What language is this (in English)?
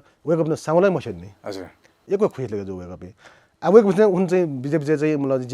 Newari